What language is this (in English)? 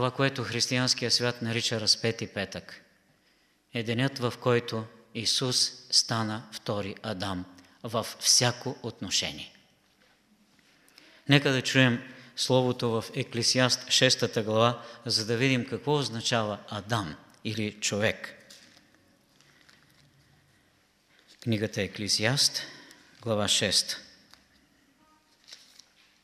Bulgarian